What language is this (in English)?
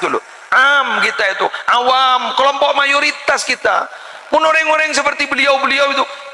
Madurese